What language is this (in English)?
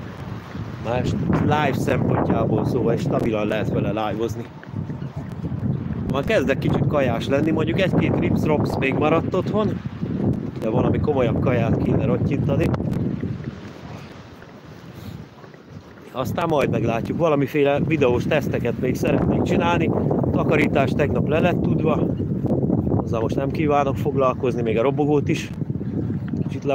Hungarian